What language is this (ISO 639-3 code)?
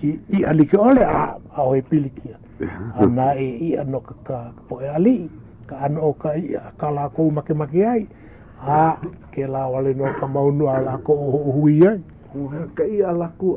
haw